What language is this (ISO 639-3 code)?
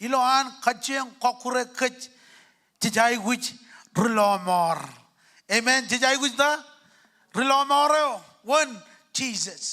mah